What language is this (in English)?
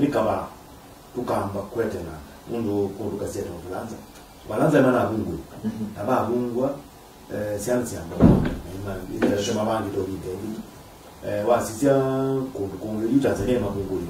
Kamba